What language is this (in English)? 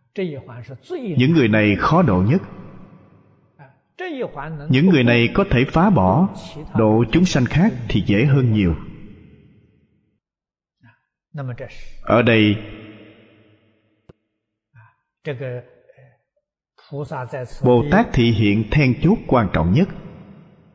Vietnamese